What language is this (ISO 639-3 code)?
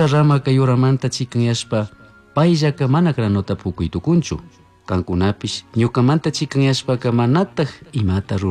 qug